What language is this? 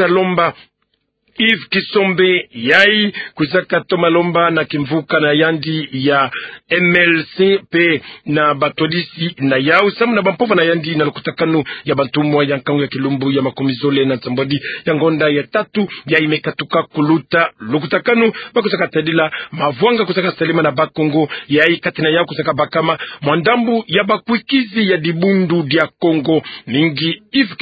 Kituba (Democratic Republic of Congo)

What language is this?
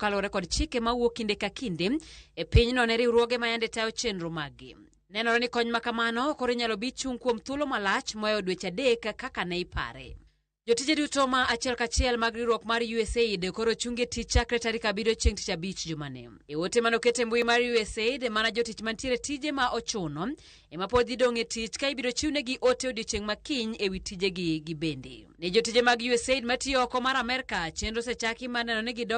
Luo (Kenya and Tanzania)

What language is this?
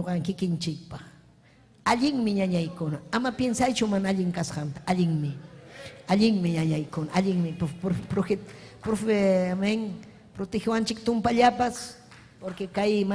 Ayacucho Quechua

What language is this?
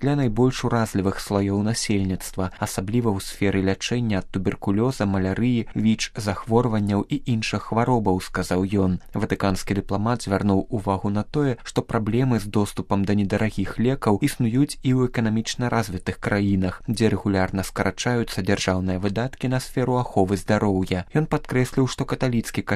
Belarusian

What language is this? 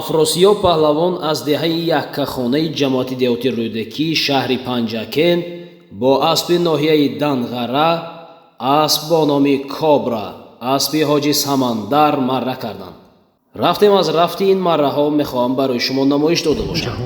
Tajik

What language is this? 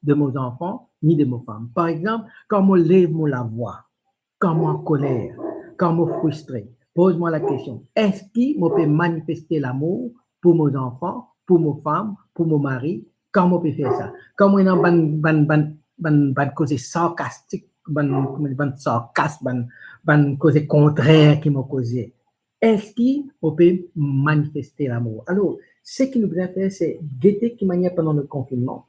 Morisyen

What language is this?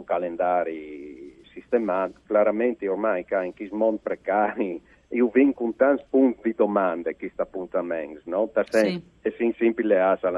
Friulian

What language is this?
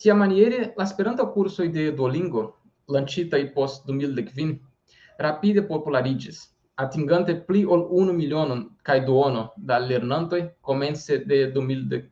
Esperanto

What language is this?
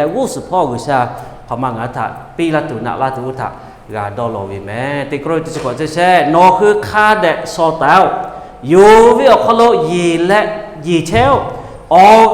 Lahu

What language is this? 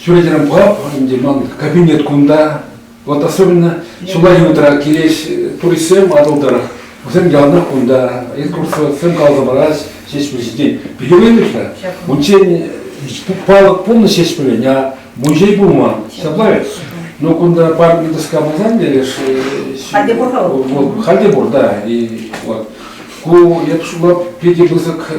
Chuvash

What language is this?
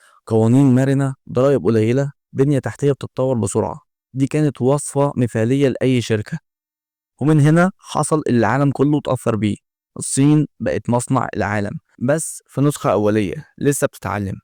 Egyptian Arabic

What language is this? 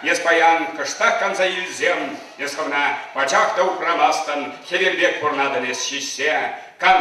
Chuvash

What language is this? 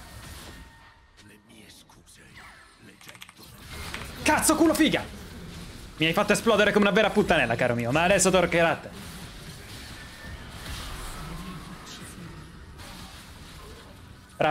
Italian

